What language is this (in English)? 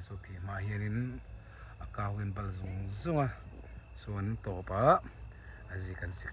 Mizo